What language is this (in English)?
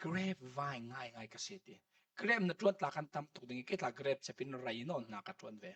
Falam Chin